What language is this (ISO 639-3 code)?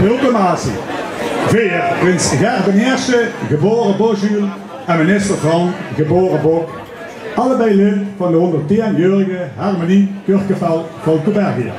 lim